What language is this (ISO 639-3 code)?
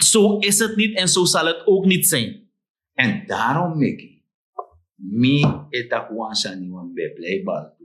srn